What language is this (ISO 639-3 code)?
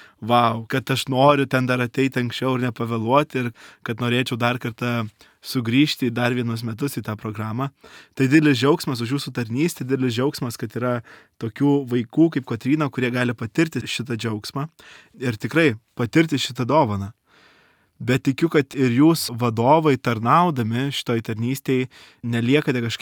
lit